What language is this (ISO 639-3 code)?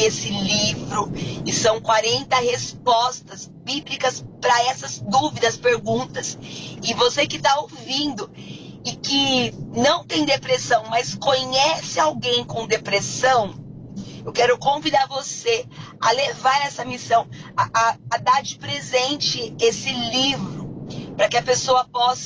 por